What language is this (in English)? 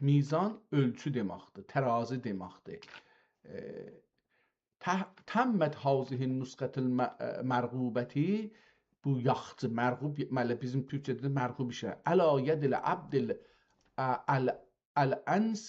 South Azerbaijani